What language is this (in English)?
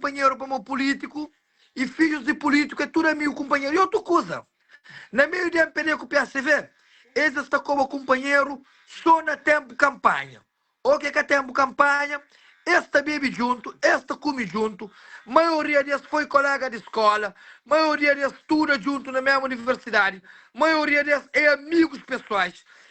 Kabuverdianu